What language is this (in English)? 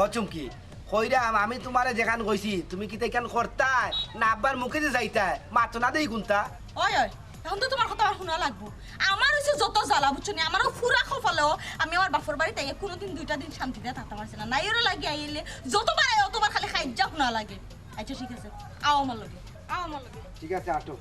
Sylheti